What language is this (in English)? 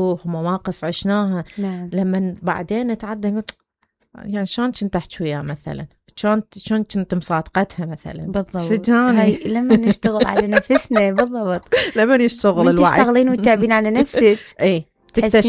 Mesopotamian Arabic